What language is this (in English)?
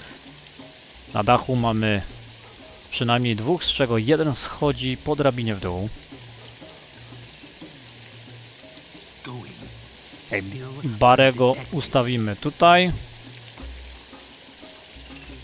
Polish